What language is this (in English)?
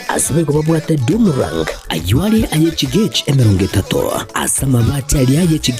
Gusii